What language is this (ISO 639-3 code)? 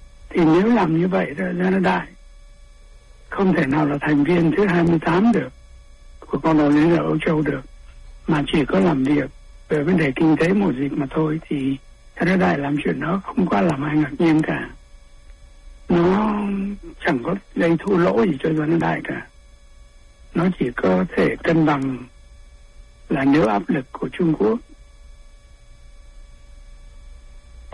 vie